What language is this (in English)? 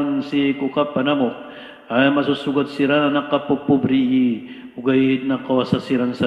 Maranao